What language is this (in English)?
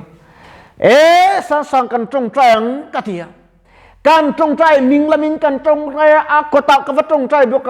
Mizo